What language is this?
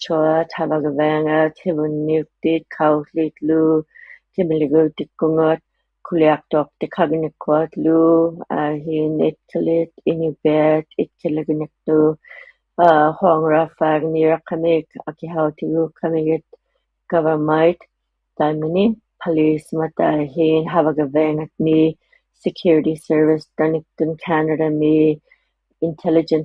Inuktitut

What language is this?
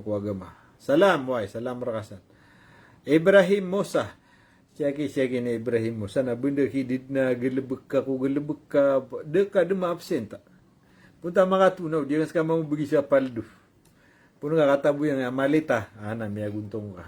Maranao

